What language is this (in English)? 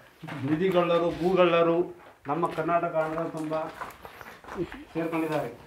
Kannada